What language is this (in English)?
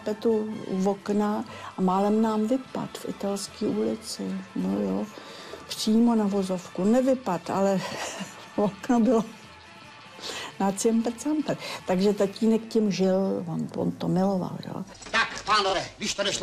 Czech